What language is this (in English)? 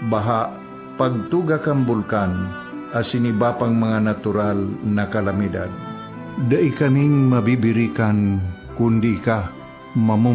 Bikol